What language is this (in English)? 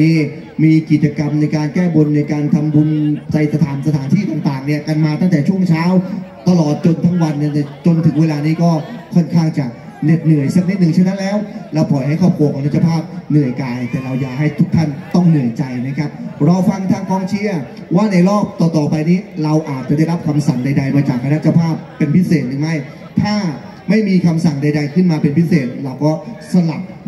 Thai